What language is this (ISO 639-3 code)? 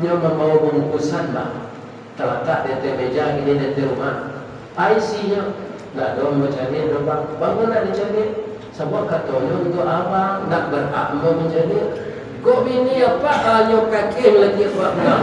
min